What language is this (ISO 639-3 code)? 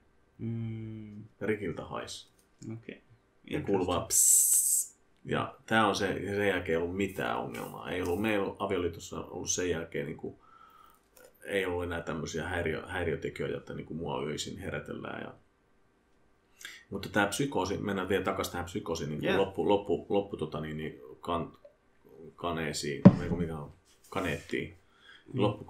fin